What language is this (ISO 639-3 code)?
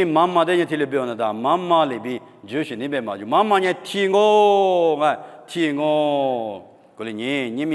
lis